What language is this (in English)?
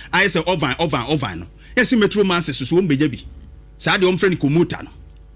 Akan